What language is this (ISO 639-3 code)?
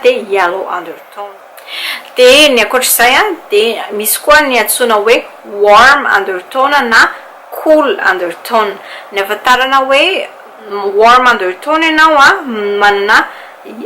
mlg